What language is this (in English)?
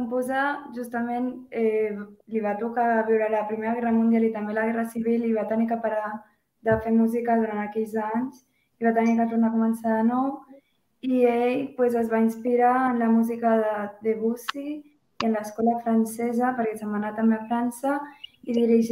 Catalan